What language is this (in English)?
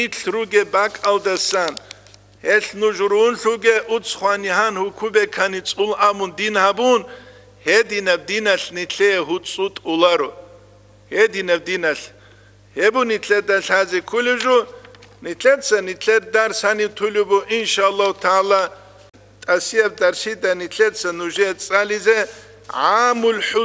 Avaric